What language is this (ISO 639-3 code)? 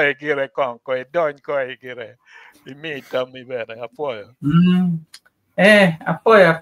ach